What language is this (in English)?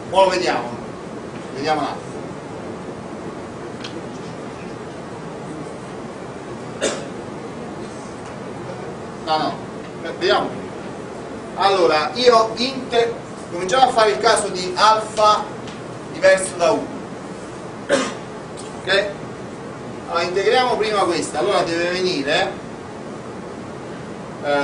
Italian